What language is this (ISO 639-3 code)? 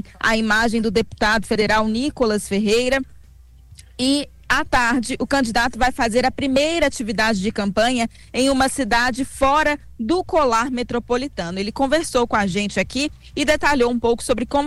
por